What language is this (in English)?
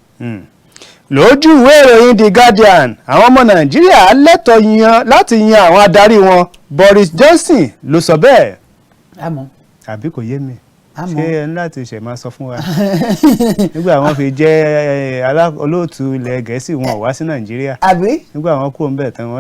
Yoruba